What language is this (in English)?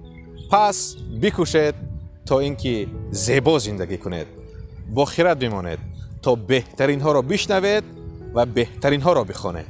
Tajik